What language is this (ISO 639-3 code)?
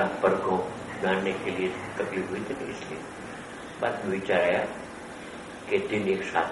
guj